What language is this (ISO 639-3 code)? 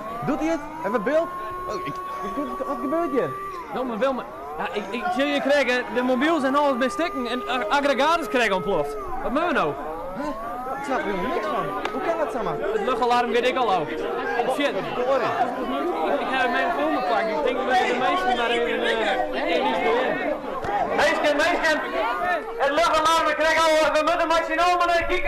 fry